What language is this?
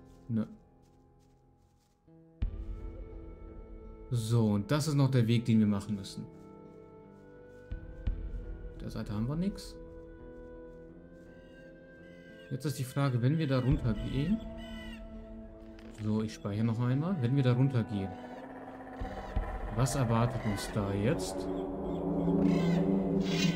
German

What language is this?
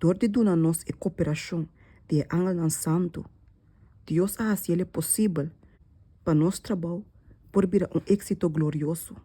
Papiamento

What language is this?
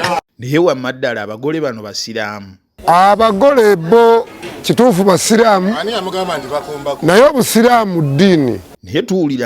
Ganda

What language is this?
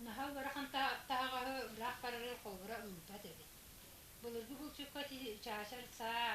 Yakut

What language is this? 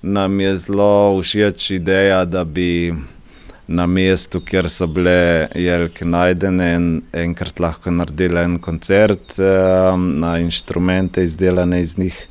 Slovenian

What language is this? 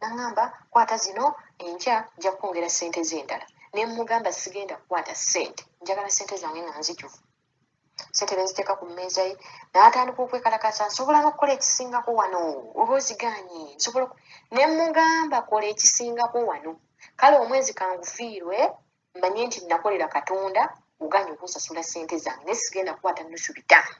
Ganda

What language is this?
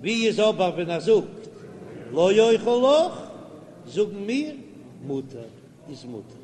Yiddish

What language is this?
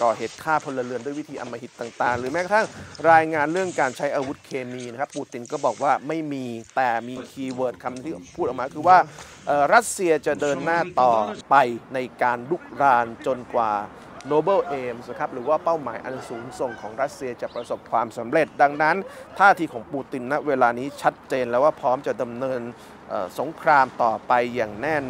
Thai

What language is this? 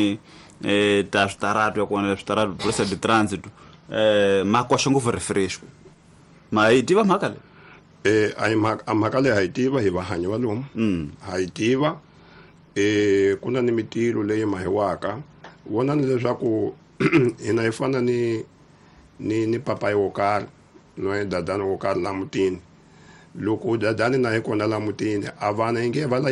Tsonga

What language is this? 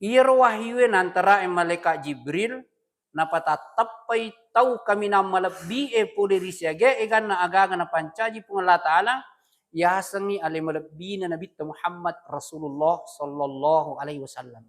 Buginese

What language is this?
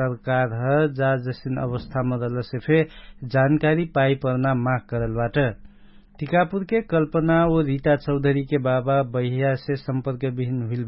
Dangaura Tharu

